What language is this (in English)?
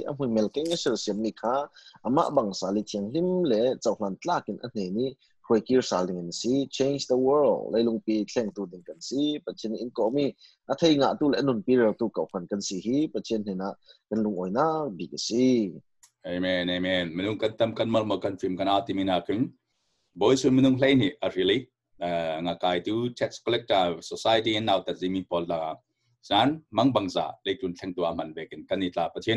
Falam Chin